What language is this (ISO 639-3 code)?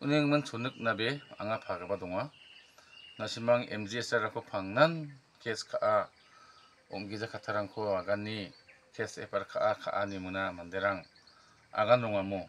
grt